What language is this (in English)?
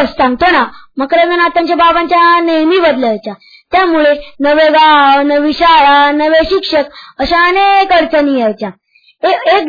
Marathi